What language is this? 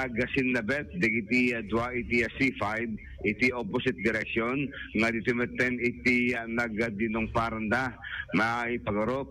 Iloko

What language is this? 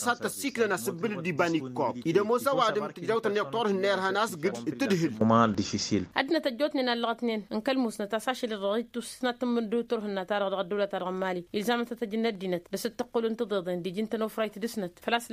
Tamasheq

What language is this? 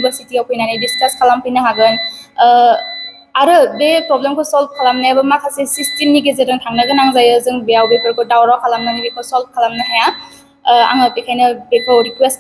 Bodo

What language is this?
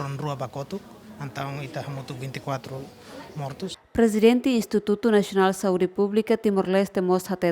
Tetum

